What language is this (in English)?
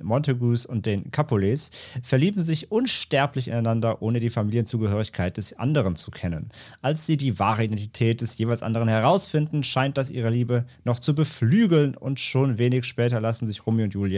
German